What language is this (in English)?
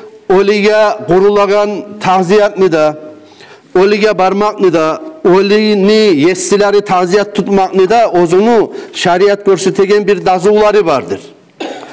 Kumyk